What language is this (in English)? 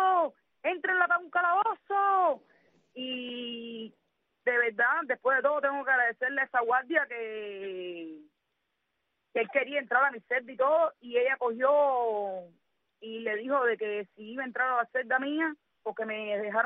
Spanish